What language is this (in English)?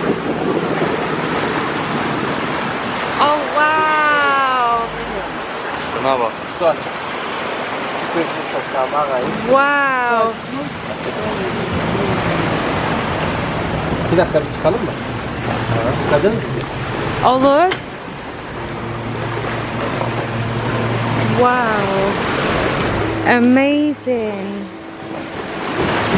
Turkish